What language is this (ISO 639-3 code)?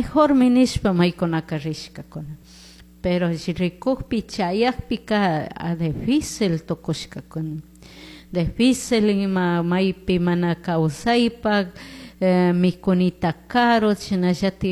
qug